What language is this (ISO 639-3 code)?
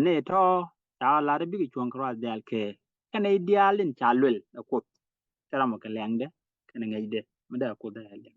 nus